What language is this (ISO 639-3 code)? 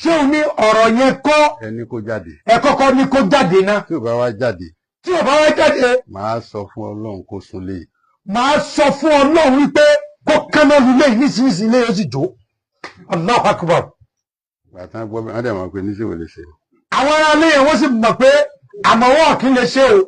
yor